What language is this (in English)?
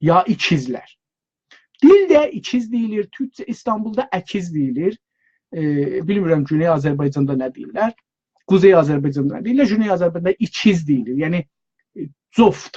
South Azerbaijani